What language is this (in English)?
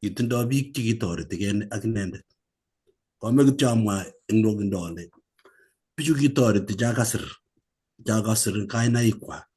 Kalenjin